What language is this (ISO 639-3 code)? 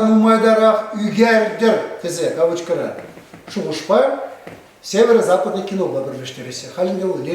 chv